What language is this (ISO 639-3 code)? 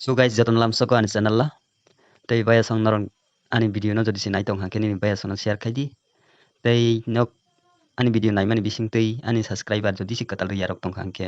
trp